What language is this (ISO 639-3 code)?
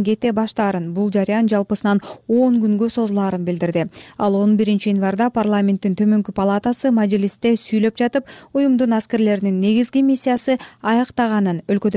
kir